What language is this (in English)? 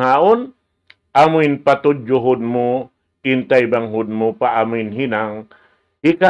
Tausug